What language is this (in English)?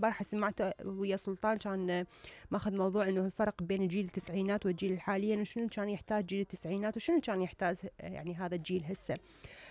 Mesopotamian Arabic